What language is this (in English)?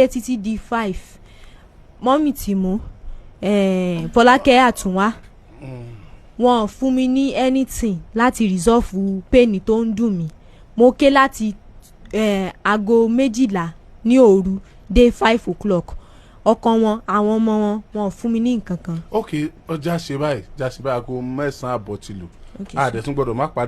Yoruba